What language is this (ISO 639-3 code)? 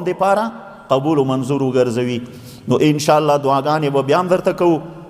pus